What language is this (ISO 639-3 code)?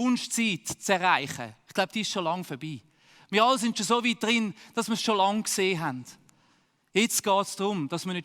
gsw